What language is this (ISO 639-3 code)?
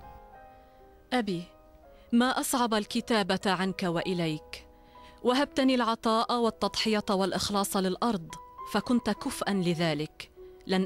ara